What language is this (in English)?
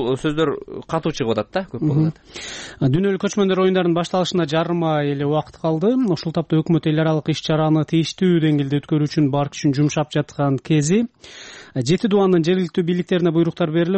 Kyrgyz